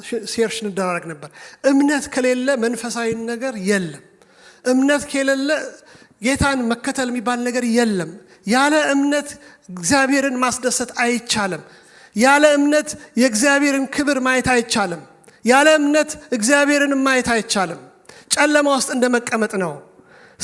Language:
Amharic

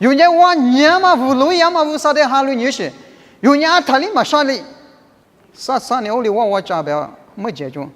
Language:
Lisu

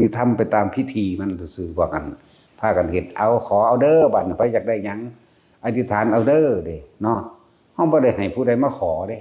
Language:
Lao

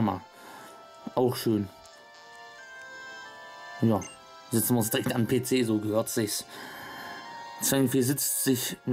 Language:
German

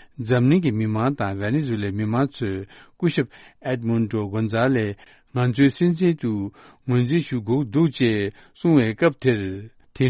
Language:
Tibetan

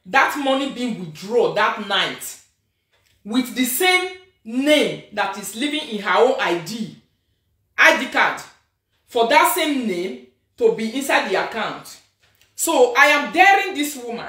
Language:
Nigerian Pidgin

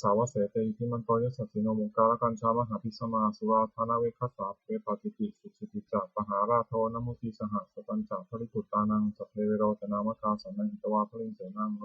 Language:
Pali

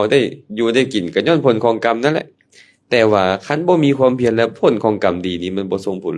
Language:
Lao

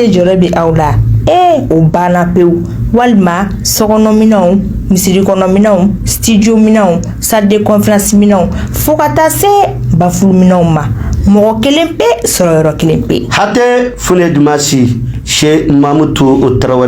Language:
Bambara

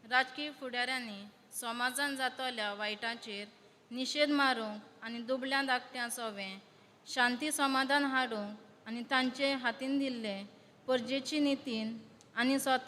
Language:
Konkani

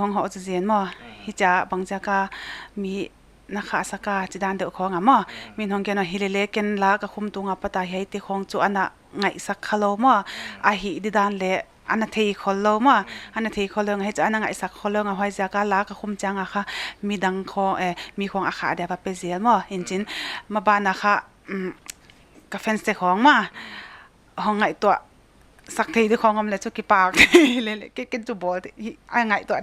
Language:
Paite Chin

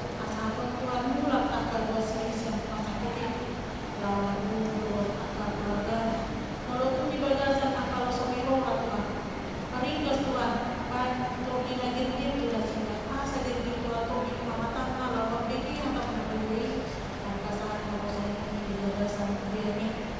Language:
Batak Toba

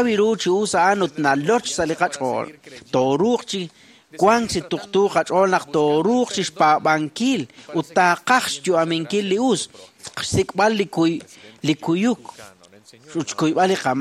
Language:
Kekchí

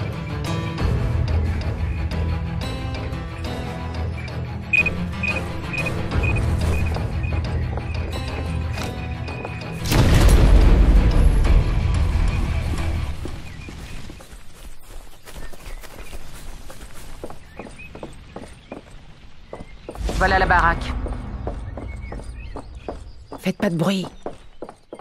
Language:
French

